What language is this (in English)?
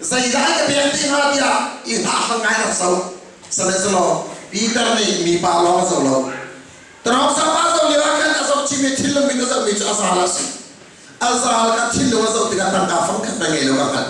Hakha Chin